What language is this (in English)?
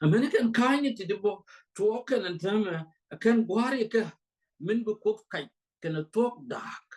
Nuer